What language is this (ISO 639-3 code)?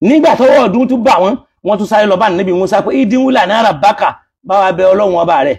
yor